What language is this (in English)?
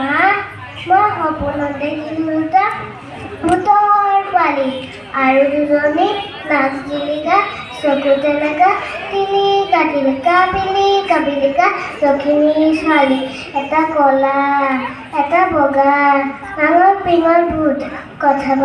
Assamese